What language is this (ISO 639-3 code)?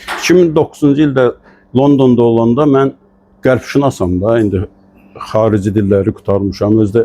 aze